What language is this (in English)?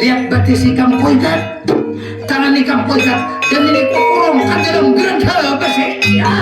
Banjar